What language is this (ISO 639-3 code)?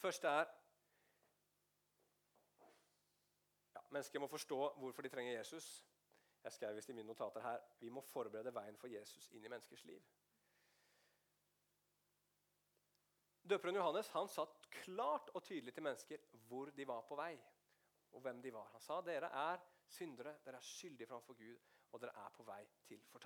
nor